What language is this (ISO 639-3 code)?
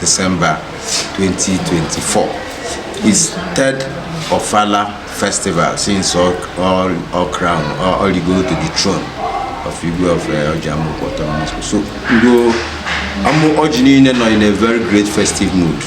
ibo